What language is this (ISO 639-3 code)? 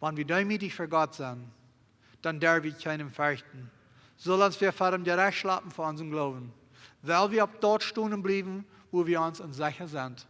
pdt